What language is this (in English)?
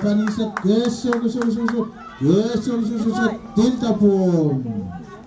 Pohnpeian